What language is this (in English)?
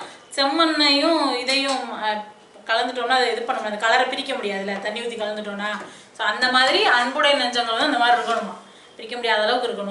Tamil